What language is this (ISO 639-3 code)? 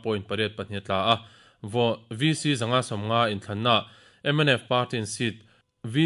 lus